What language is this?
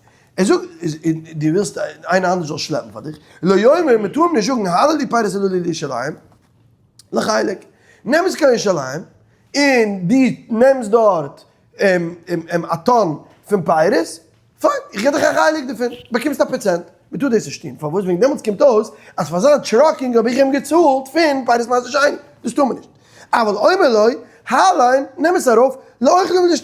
Yiddish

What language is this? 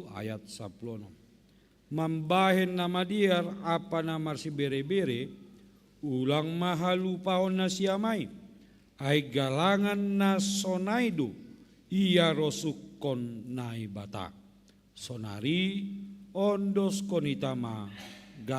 Batak Simalungun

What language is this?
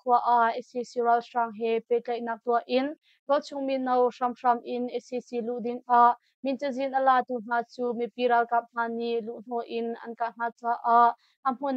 Hakha Chin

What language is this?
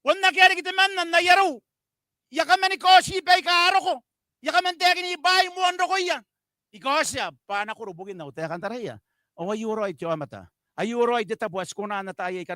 Gilbertese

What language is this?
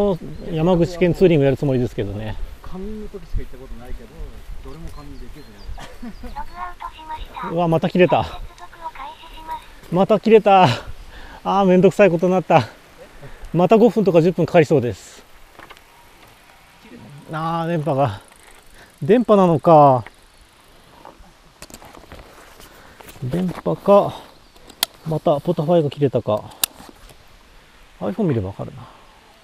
Japanese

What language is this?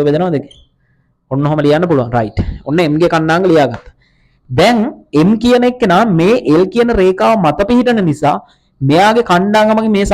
Sinhala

